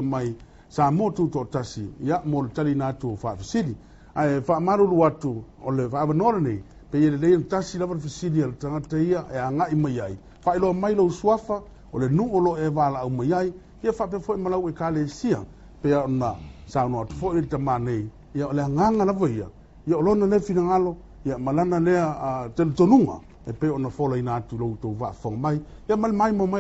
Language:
Samoan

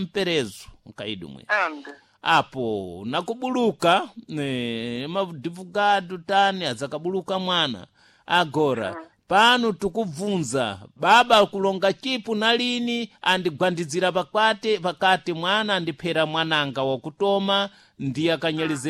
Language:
Sena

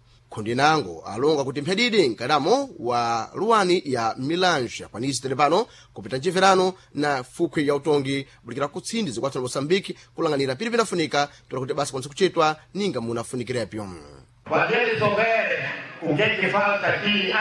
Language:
Sena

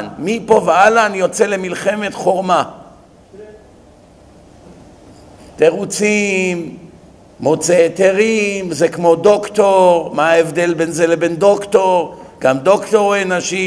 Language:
Hebrew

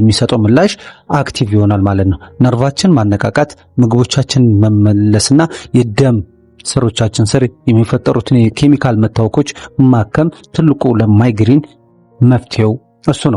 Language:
Amharic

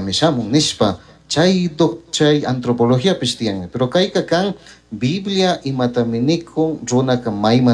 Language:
Chimborazo Highland Quichua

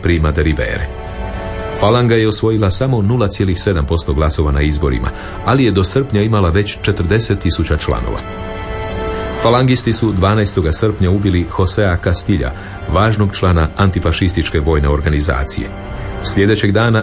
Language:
Croatian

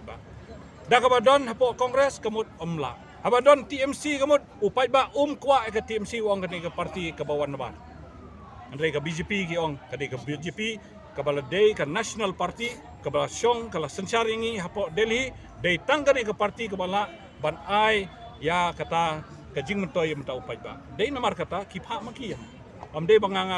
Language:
Khasi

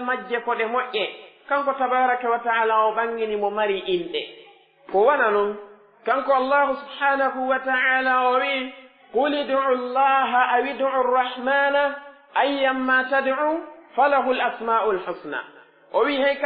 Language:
Pular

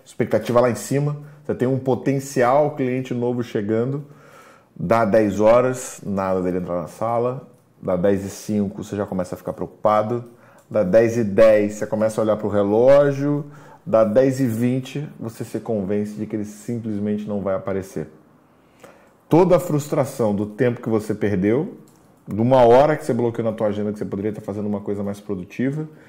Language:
Portuguese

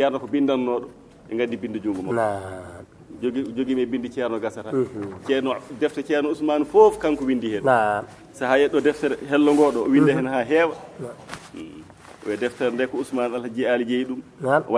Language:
Fula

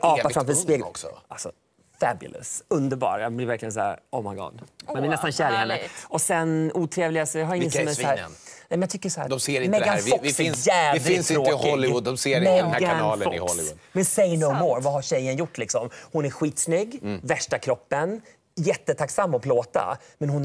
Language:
Swedish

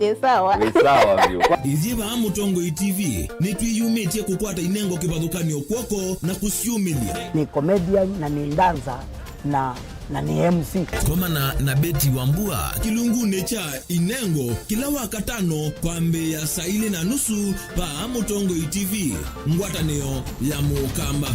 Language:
Kamba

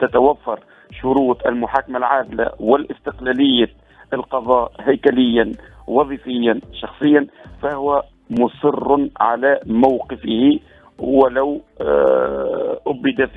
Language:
Tunisian Arabic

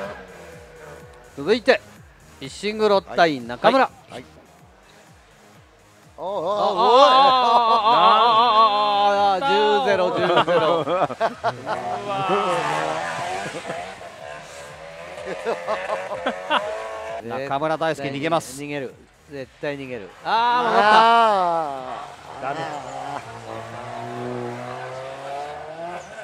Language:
Japanese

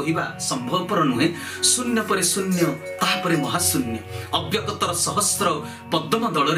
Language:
Odia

